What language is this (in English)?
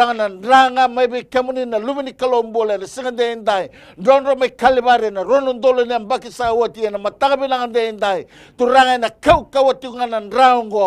Fijian